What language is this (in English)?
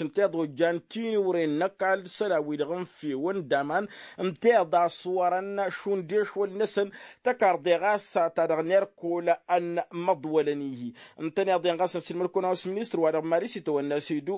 Tamasheq